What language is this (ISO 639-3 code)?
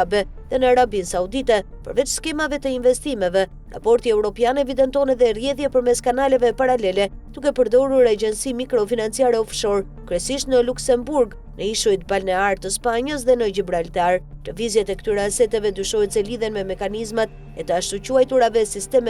sqi